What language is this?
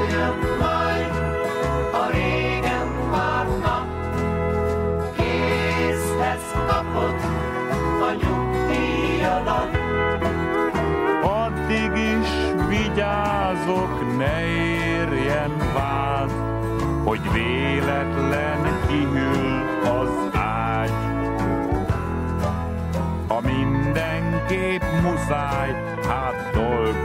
Hungarian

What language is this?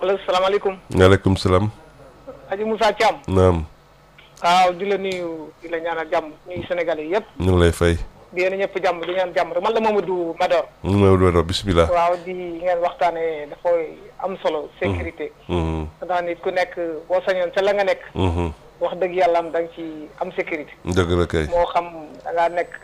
Wolof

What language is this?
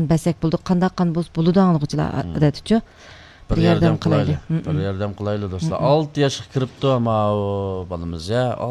Uyghur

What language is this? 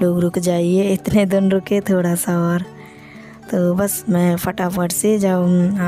Hindi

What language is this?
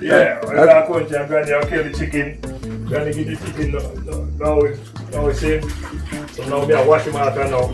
Jamaican Creole English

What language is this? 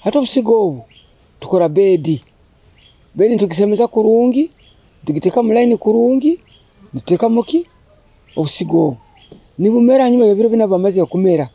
Nyoro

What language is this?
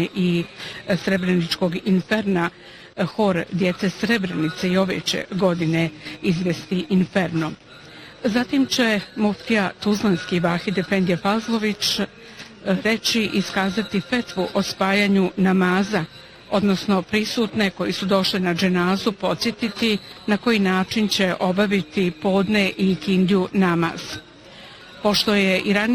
Bosnian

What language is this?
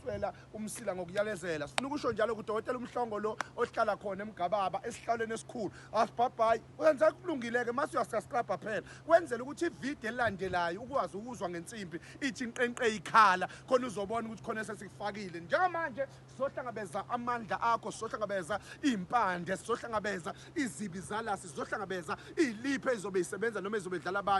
Zulu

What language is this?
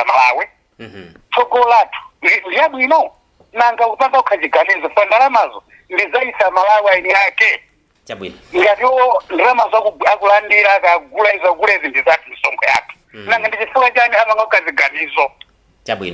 Nyanja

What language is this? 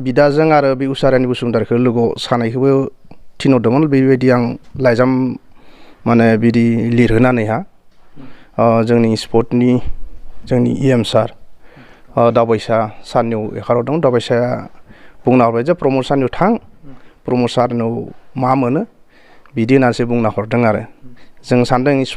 Bodo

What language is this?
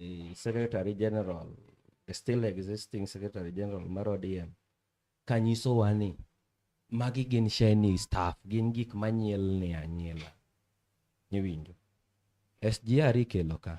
Luo (Kenya and Tanzania)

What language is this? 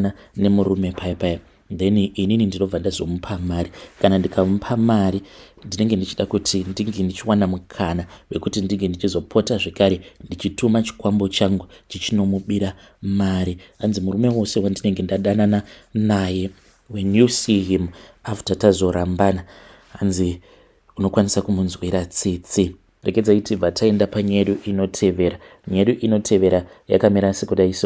Shona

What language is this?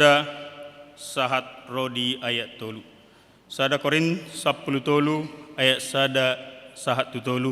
Batak Toba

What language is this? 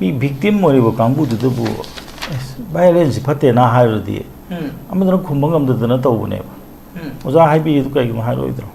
Manipuri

